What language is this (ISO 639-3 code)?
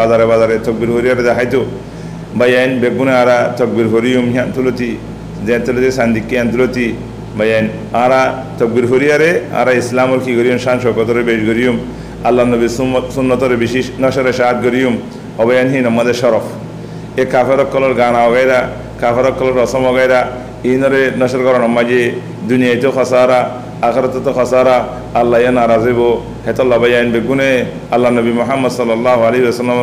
rhg